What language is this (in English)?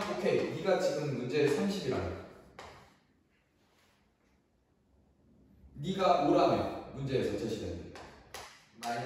Korean